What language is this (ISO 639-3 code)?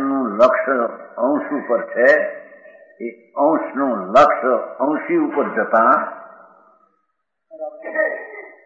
guj